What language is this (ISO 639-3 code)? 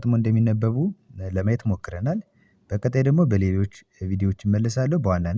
amh